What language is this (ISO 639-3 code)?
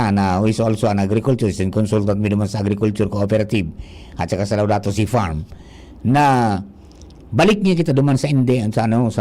bik